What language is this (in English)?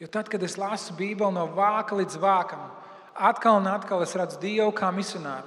Latvian